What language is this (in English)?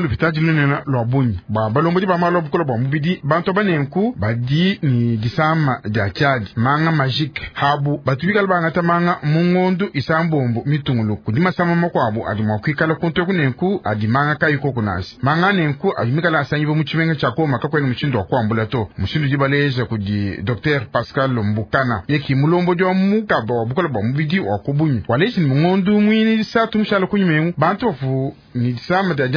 Luba-Lulua